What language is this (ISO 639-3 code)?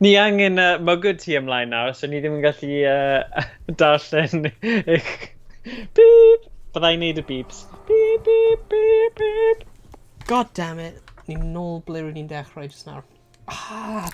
cym